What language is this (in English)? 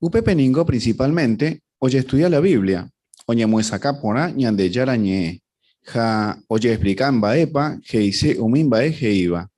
Guarani